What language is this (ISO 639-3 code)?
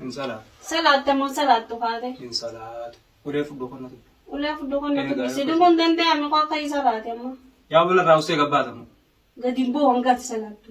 orm